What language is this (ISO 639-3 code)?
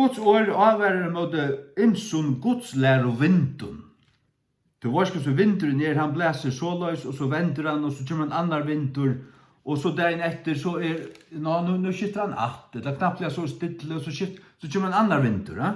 fao